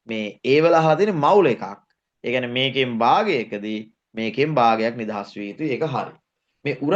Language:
Sinhala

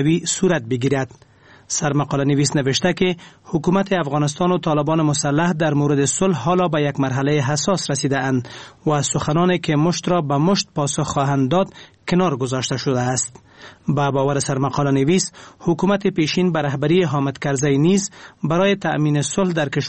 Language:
Persian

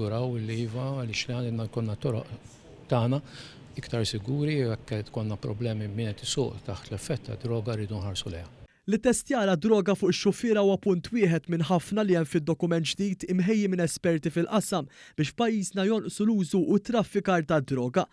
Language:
Maltese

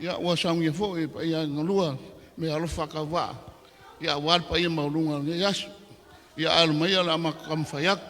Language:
Samoan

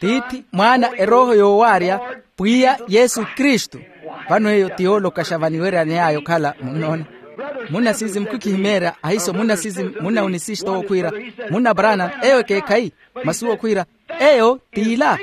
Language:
Makhuwa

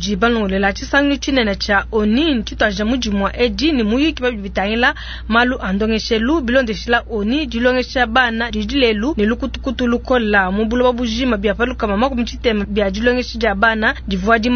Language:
Luba-Lulua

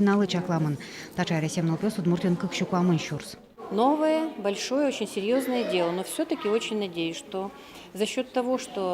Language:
Udmurt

